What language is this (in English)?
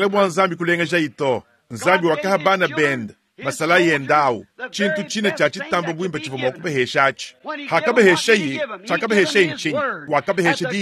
Luba-Lulua